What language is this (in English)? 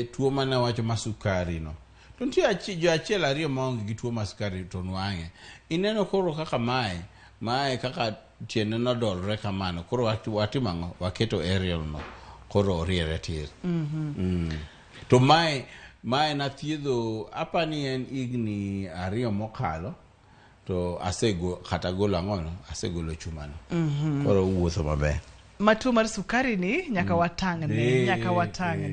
Luo (Kenya and Tanzania)